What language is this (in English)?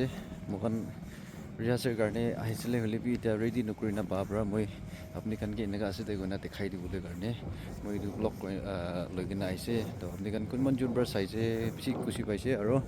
Naga Pidgin